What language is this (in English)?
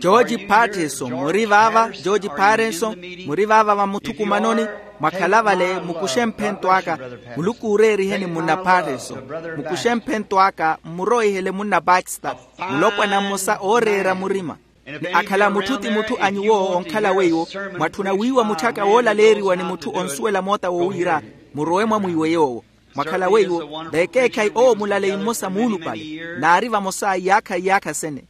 Makhuwa